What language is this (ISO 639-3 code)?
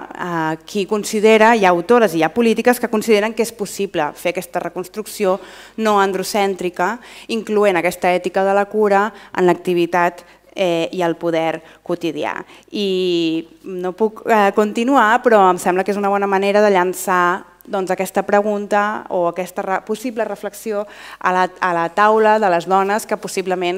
cat